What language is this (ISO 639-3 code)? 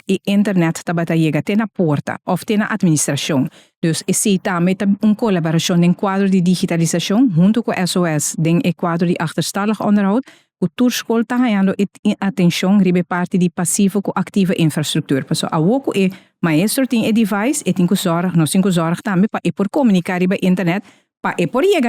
pap